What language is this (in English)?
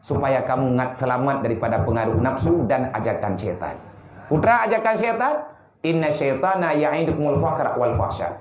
Achinese